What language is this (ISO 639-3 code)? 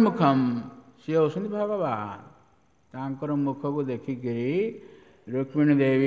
ori